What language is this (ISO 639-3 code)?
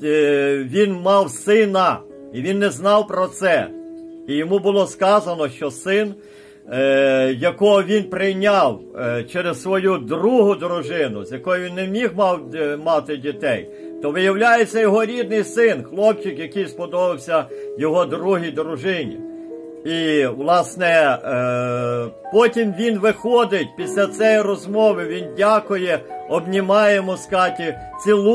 ukr